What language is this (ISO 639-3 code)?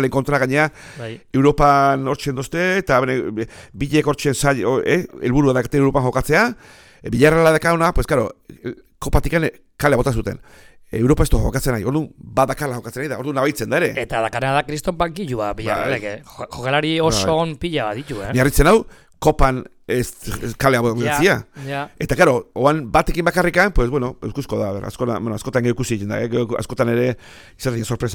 eus